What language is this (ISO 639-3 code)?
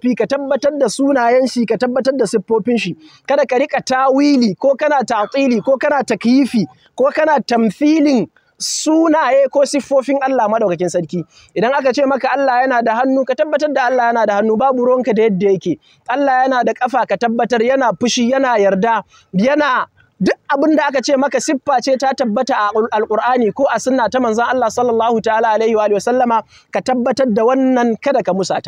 hau